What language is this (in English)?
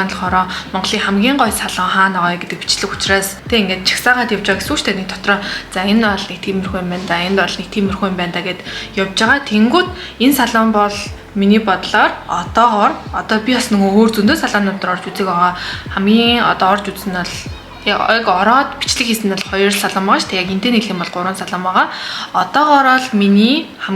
Mongolian